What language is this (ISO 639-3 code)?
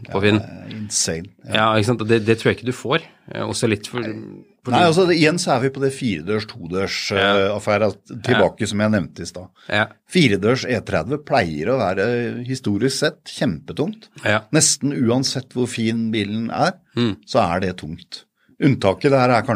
nor